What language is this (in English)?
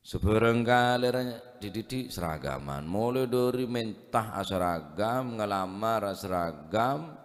Madurese